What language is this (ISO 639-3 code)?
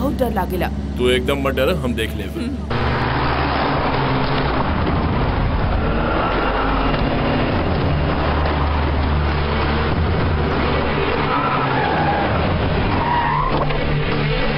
bho